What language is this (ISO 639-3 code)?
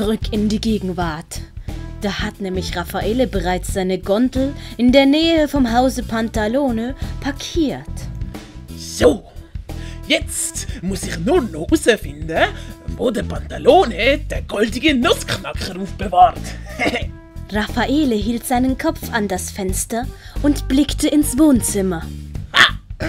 gsw